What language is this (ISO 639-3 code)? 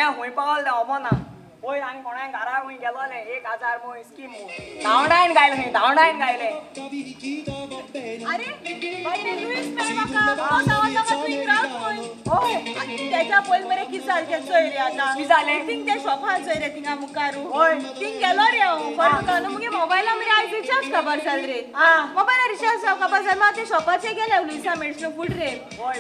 kok